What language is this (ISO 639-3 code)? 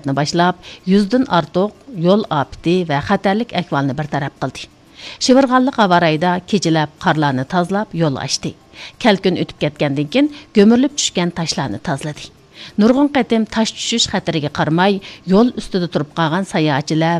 uig